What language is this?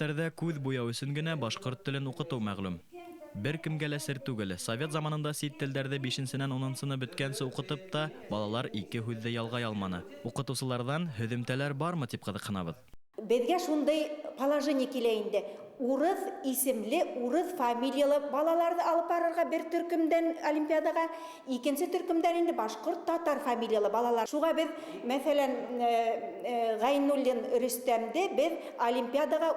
Bashkir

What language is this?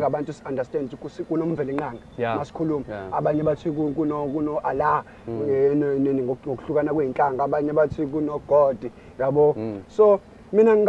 Zulu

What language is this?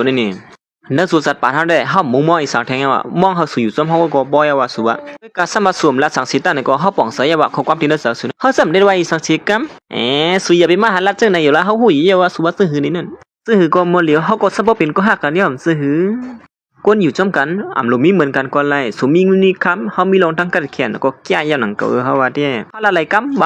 Shan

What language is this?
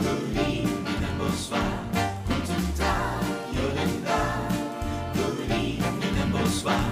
Limburgish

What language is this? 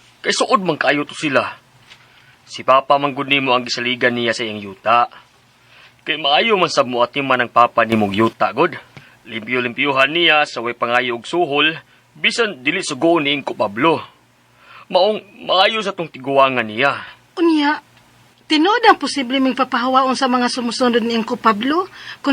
Cebuano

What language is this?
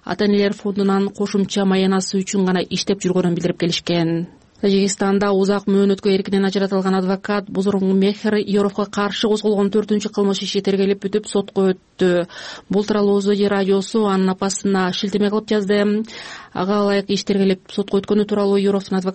Kyrgyz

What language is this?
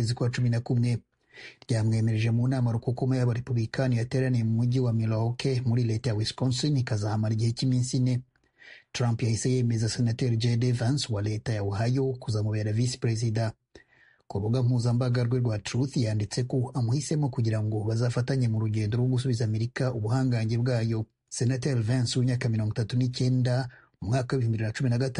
Kinyarwanda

